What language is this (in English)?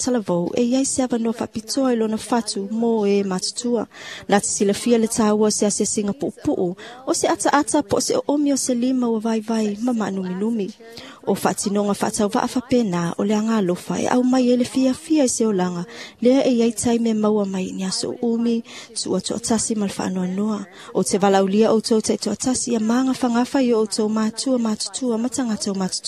Samoan